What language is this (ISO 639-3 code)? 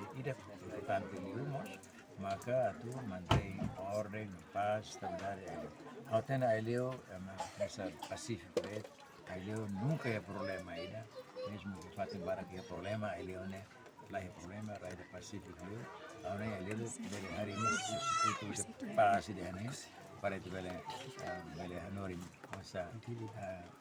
tet